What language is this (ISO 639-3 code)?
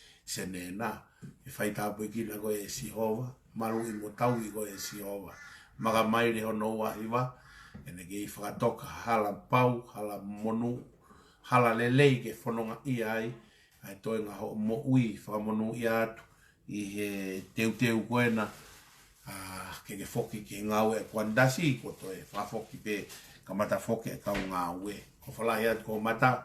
ton